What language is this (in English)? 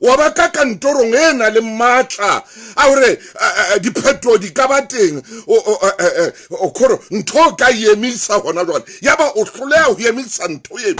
Southern Sotho